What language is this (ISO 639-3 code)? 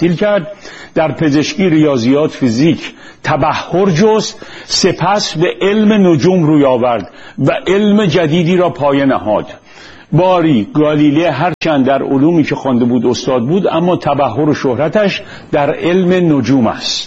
fas